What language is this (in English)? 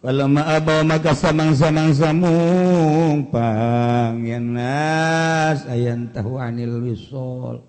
Sundanese